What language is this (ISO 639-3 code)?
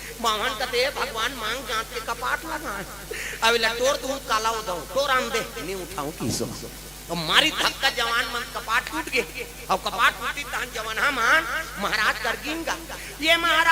hne